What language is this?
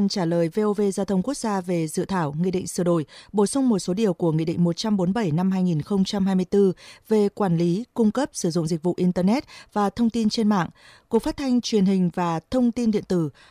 Vietnamese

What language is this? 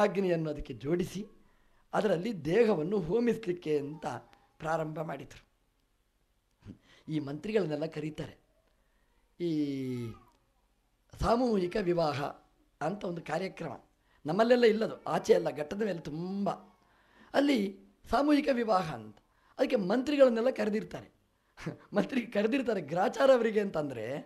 Kannada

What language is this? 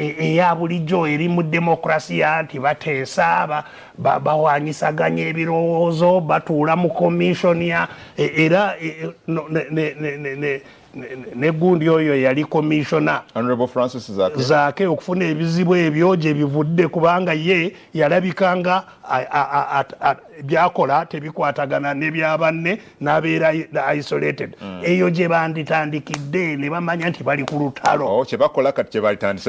Ganda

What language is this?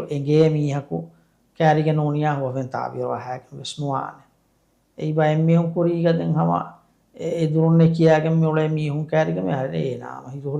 Divehi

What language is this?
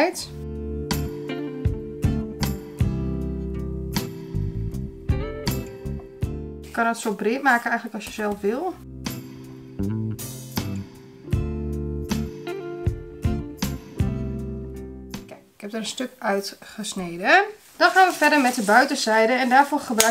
Dutch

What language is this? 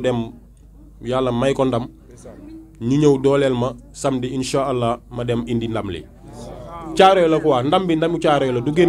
Wolof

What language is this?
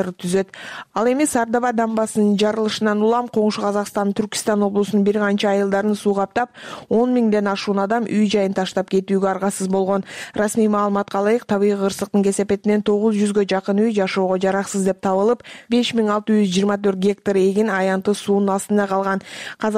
Kyrgyz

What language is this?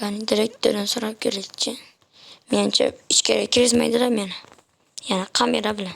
Uzbek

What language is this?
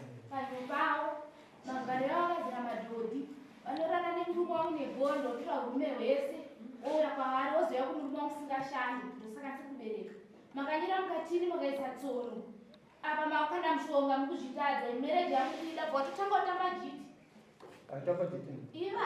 Shona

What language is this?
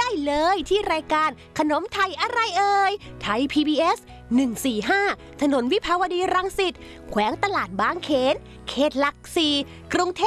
Thai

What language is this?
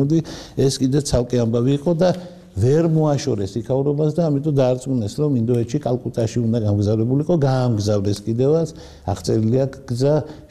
Georgian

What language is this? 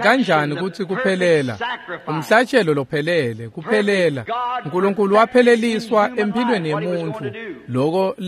Swati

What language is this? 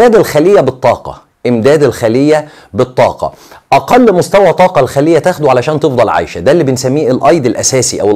Egyptian Arabic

